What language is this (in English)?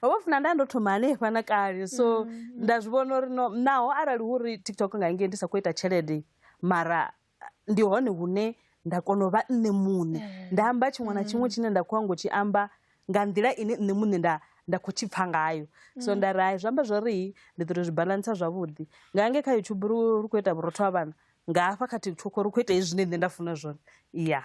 Venda